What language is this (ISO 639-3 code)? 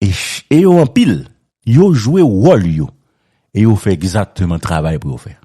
hat